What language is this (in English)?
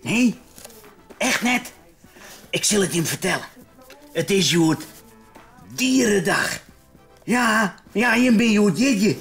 Western Frisian